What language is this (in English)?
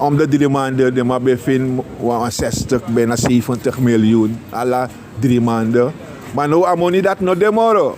Sranan Tongo